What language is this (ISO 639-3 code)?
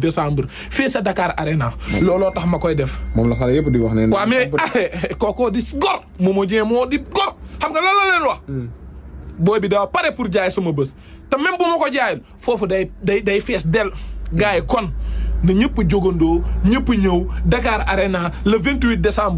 wol